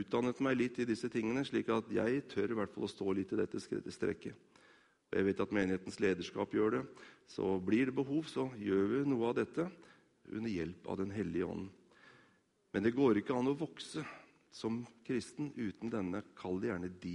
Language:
Norwegian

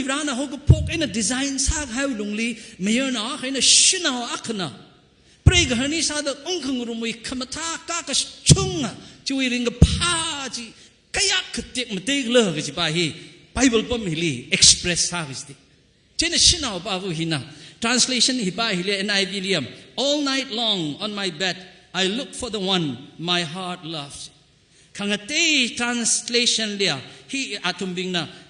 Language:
Tangkhul Naga (India)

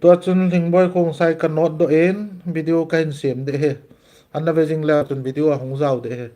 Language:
Thado Chin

